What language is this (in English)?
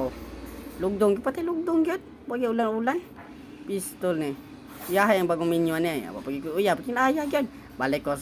Cebuano